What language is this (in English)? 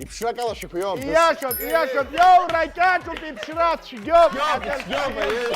Abkhazian